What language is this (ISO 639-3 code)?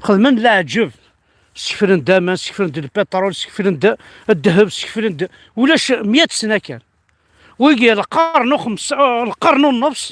kab